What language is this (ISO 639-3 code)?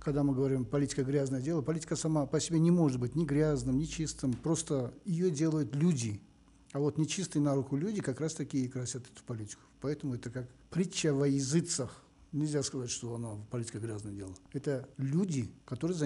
rus